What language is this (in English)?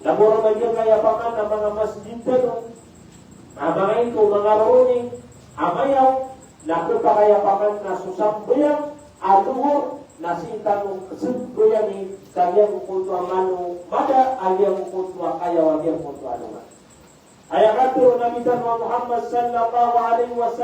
Maranao